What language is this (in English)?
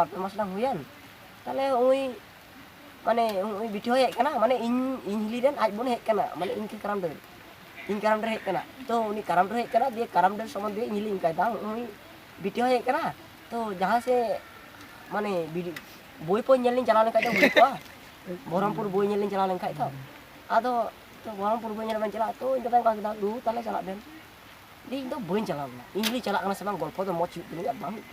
Santali